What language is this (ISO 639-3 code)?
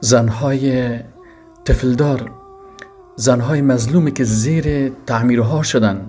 fas